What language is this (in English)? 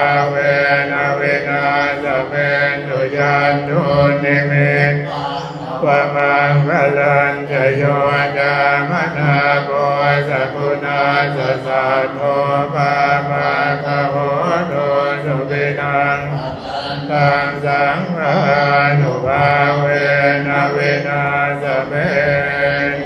Pali